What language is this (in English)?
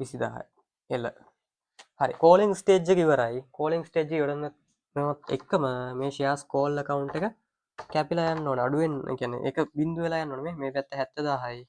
Sinhala